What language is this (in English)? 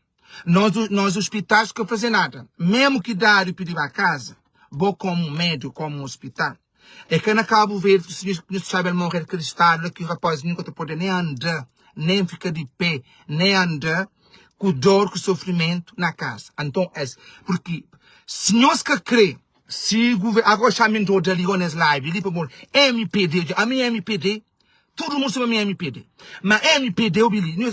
Kabuverdianu